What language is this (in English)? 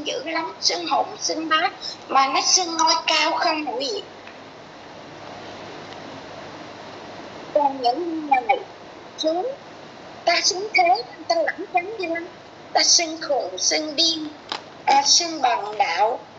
Vietnamese